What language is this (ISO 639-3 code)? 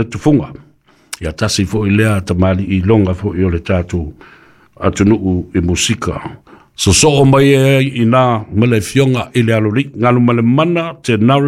smo